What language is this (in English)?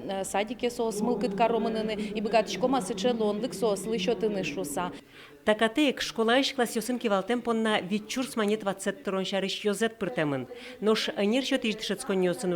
Udmurt